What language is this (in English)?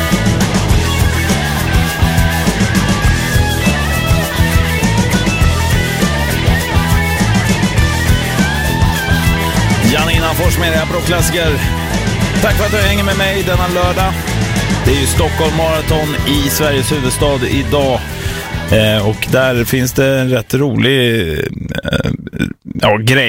Swedish